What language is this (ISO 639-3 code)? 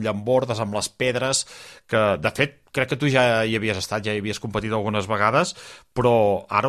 cat